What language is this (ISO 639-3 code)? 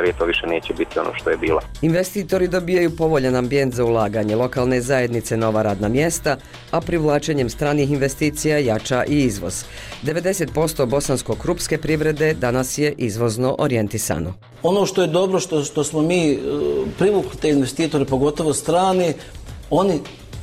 bos